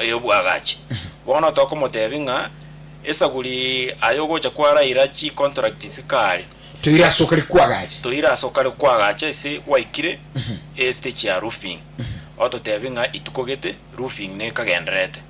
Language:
Gusii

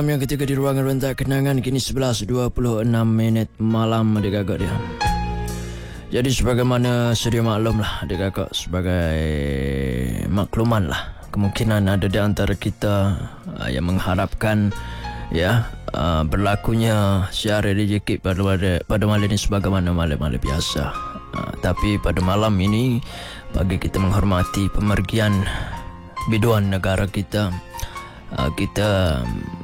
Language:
Malay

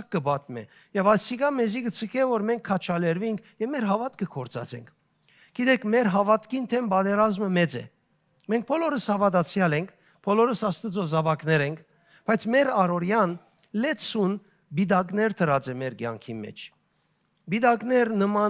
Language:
Western Armenian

